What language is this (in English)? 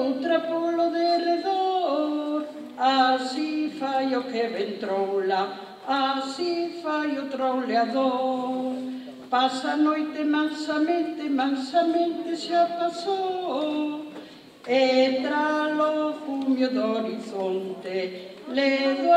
Galician